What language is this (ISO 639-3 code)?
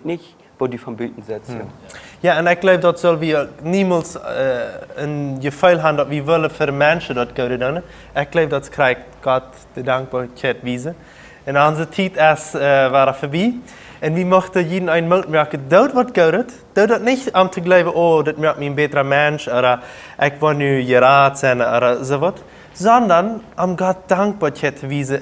pdt